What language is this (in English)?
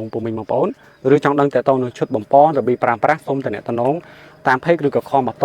Khmer